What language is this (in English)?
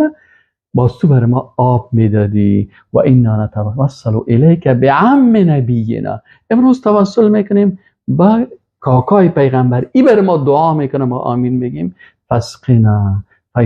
Persian